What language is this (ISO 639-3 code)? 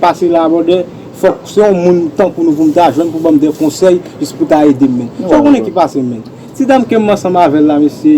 hat